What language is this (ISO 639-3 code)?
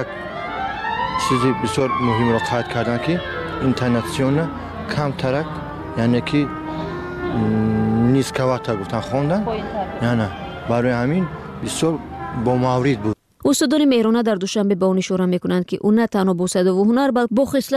fas